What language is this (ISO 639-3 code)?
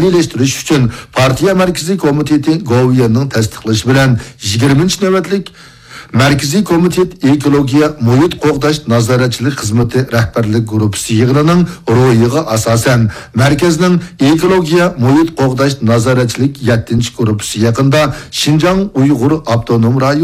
uig